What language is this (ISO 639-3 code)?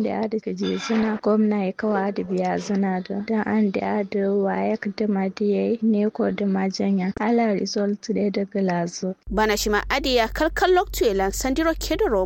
kau